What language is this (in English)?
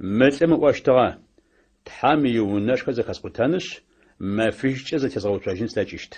Adyghe